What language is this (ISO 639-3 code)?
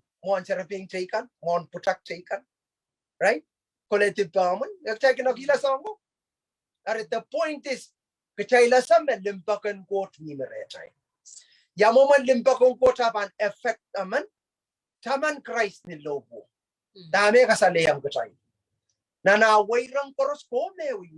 pon